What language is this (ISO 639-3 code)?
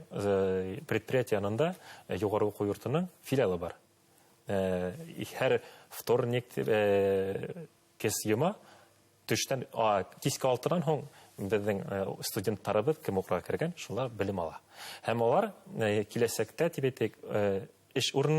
bak